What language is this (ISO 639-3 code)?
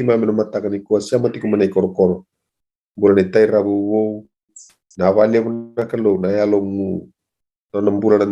fij